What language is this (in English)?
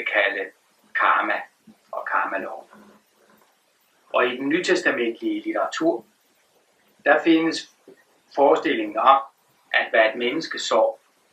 Danish